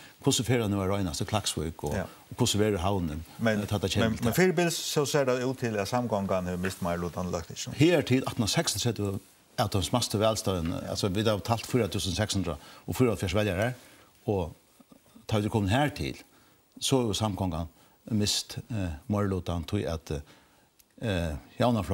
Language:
Faroese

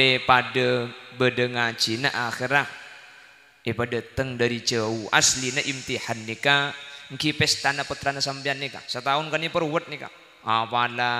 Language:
Madurese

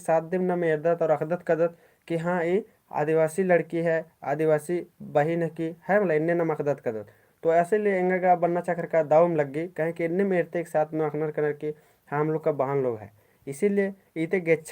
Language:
Kurukh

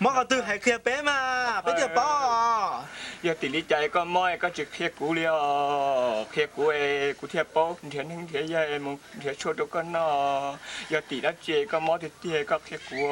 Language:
Hmong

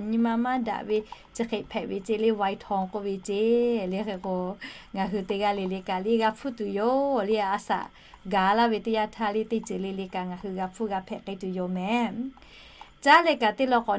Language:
Lahu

